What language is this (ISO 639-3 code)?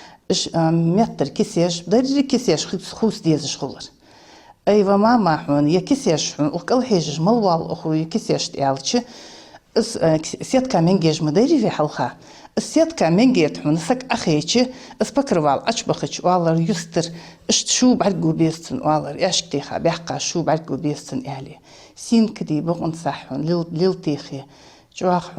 inh